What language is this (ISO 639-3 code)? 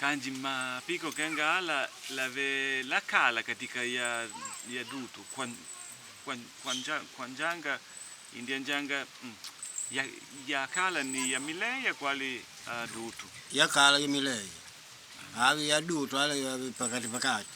kde